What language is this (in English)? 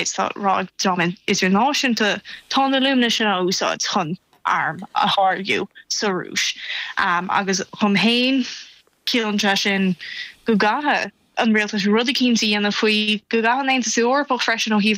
Irish